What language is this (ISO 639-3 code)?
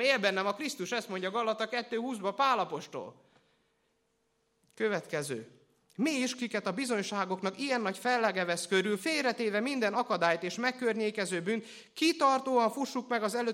hun